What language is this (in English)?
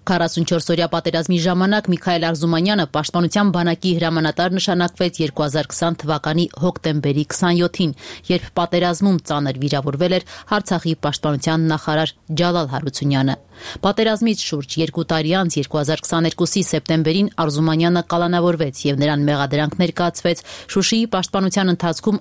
Armenian